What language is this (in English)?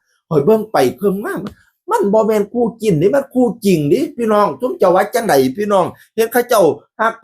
Northeastern Thai